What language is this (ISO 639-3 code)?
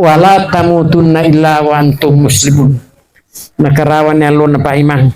bug